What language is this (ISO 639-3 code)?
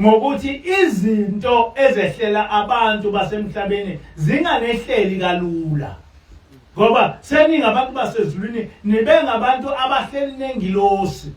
zul